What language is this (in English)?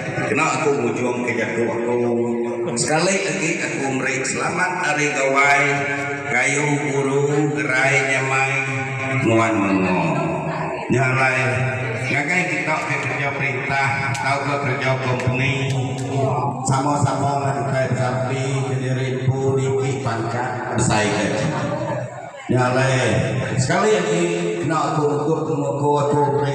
Iban